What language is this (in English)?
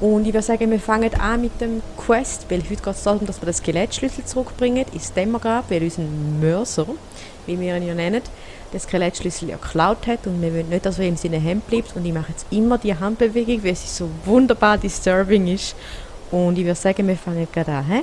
Swiss German